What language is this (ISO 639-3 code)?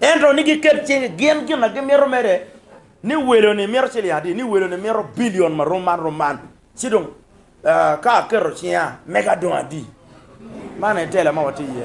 ach